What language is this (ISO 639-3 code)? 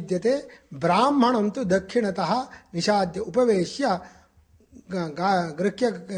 san